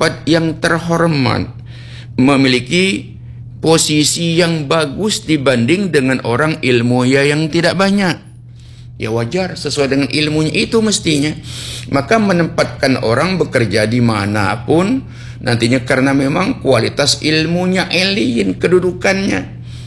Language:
Indonesian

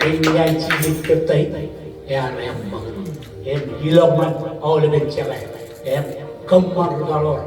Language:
Marshallese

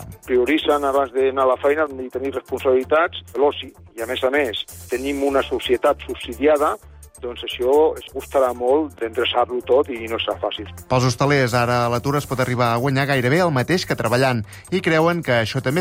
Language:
Catalan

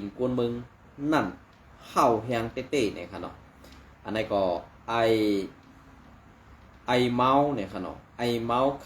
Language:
Shan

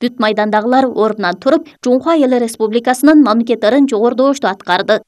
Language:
Kyrgyz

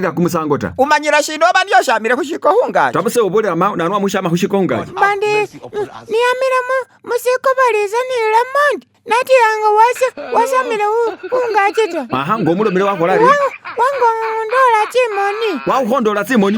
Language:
Masaaba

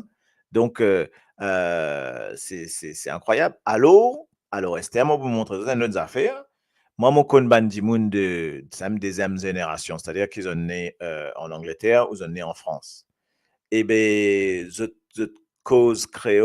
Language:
Morisyen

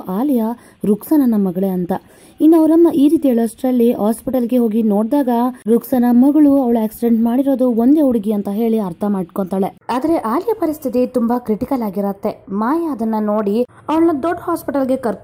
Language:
Kannada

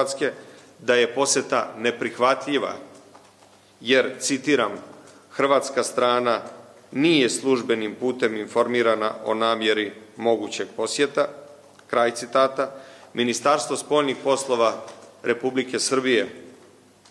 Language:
Serbian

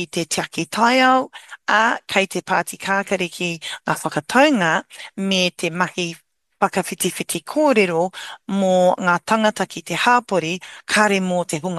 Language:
Māori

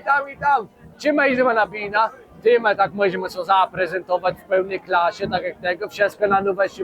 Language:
Kashubian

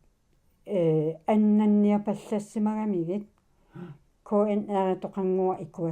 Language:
Kalaallisut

